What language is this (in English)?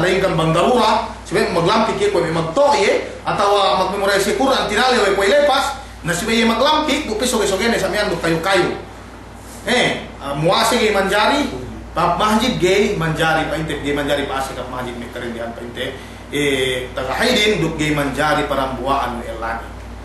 Yakan